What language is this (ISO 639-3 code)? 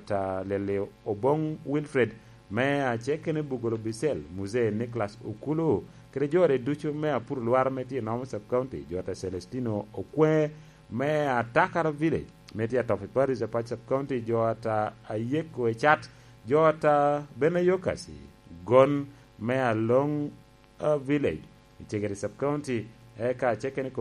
laj